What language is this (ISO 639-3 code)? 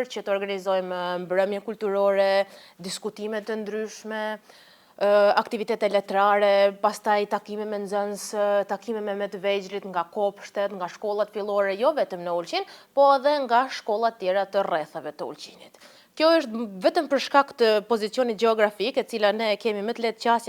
sqi